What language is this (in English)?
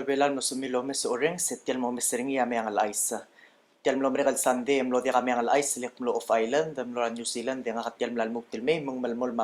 Palauan